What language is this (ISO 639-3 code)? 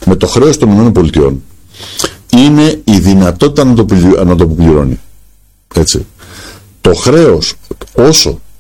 ell